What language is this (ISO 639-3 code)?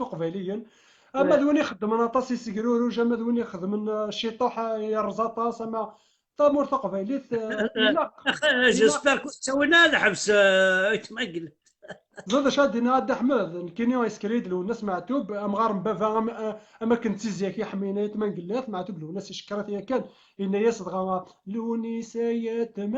kab